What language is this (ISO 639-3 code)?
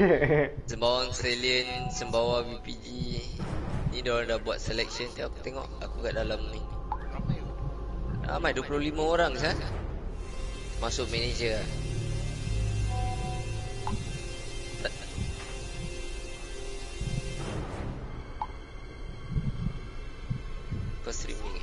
msa